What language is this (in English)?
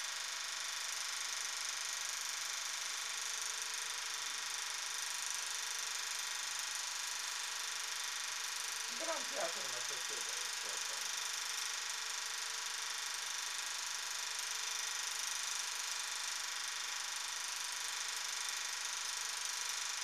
Ukrainian